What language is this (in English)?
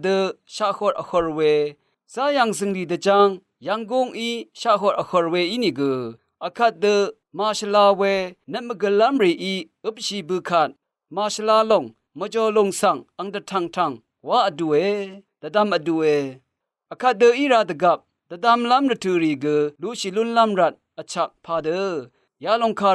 Rawang